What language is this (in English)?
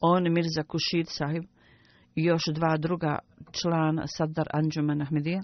Bosnian